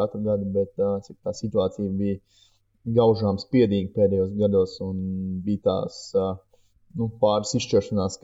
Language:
Latvian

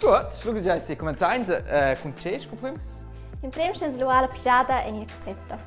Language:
Romansh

